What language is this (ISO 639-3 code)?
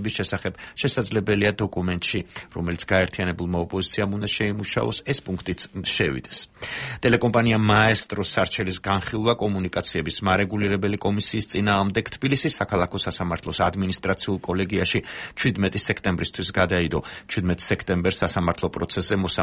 kat